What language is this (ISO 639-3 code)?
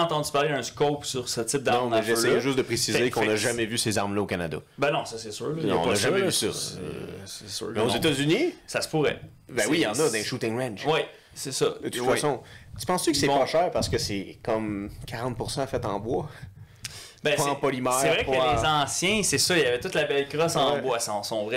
fra